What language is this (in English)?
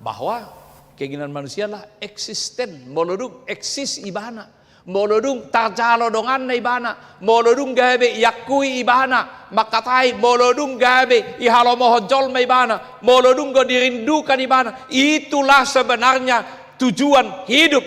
Batak Toba